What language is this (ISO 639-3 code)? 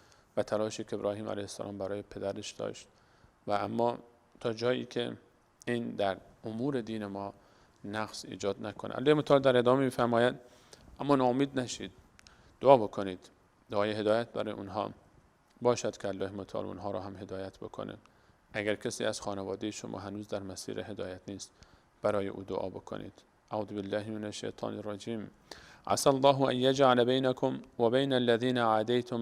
fas